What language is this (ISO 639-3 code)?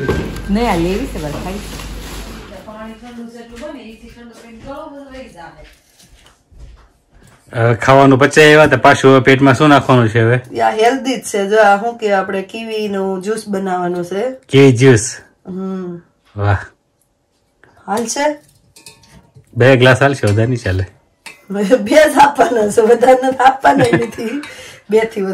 guj